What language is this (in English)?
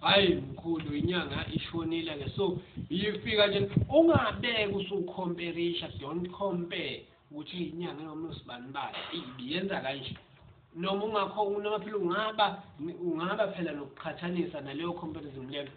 Zulu